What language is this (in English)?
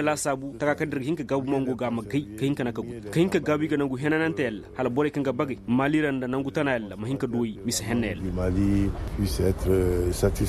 Koyraboro Senni